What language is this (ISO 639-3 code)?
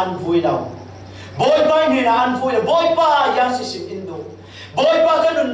cfm